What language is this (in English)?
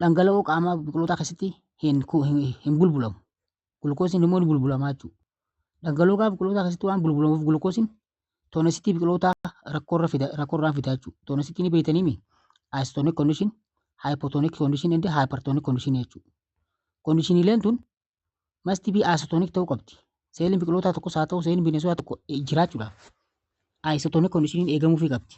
Oromo